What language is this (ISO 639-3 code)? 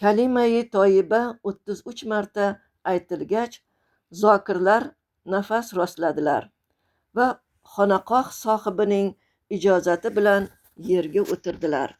uzb